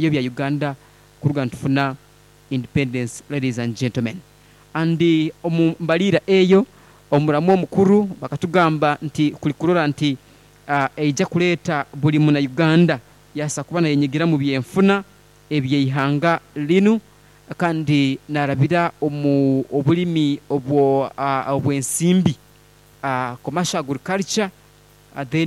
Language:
Nyoro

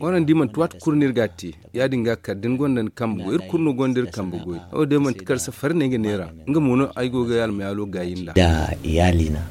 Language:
Zarma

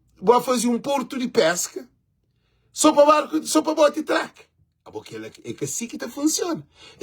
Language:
Kabuverdianu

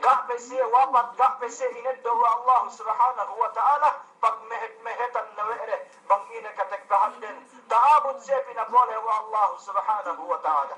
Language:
Yakan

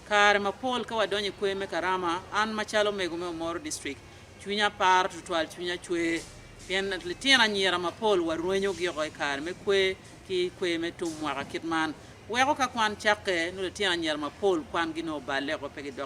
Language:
Acoli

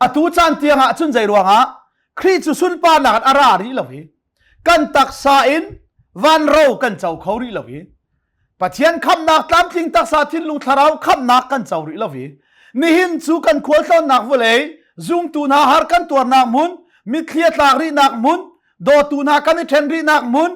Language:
Hakha Chin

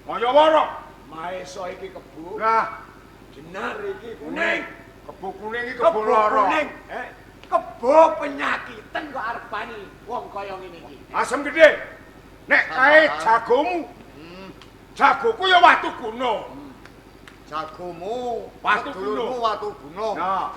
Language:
Javanese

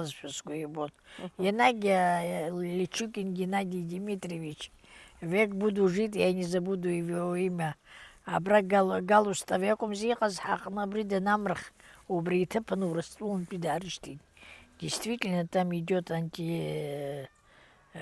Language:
Abkhazian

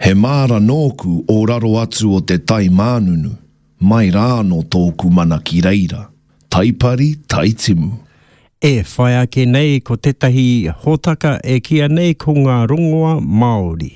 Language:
Māori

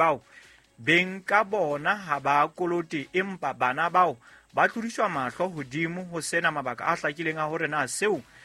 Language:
Southern Sotho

